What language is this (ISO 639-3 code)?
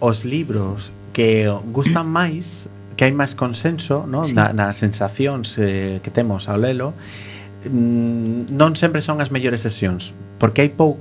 glg